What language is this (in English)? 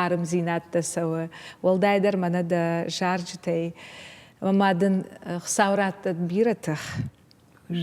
Ossetic